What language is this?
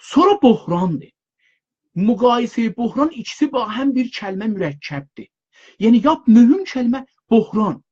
South Azerbaijani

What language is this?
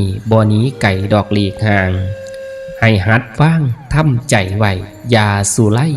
Northeastern Thai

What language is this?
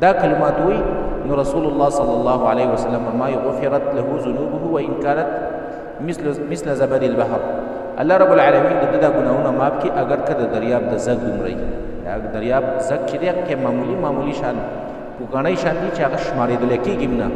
Pashto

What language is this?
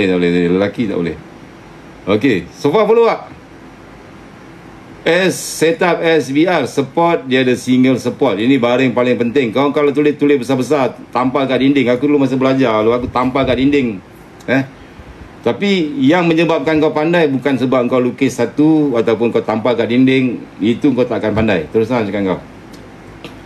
Malay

